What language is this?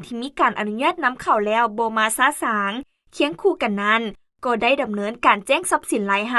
Lao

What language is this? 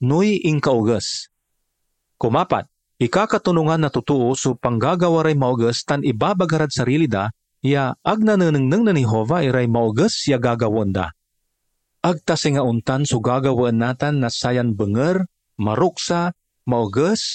Pangasinan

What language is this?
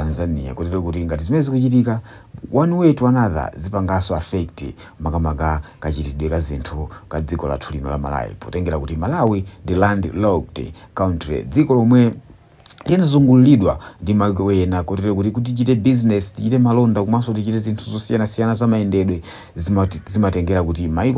Nyanja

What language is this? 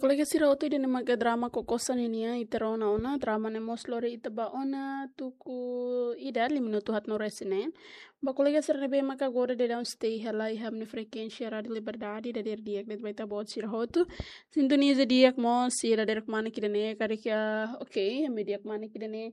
Tetum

